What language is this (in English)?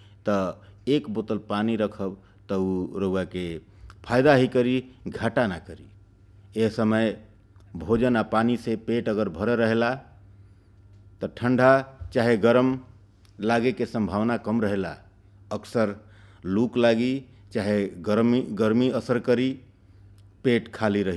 Bhojpuri